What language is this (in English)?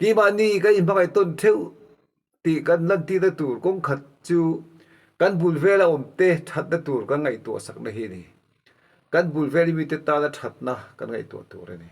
Mizo